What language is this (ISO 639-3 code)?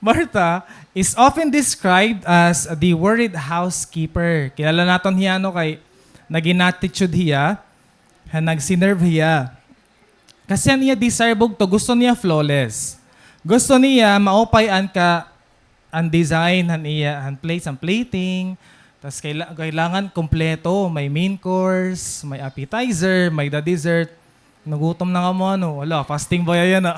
war